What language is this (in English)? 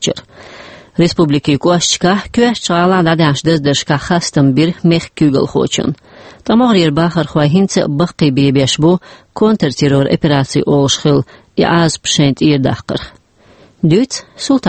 Chechen